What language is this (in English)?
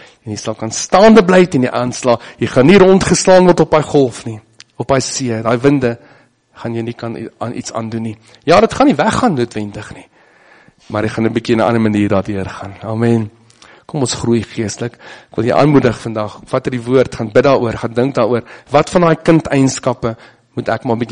Afrikaans